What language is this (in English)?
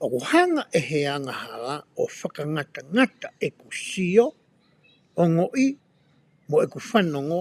Tongan